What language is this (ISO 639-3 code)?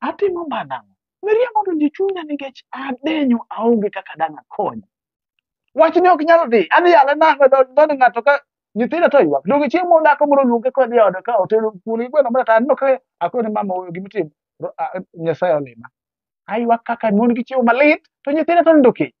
luo